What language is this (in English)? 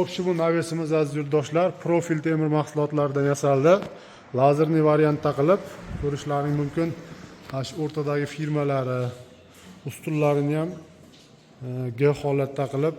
Uzbek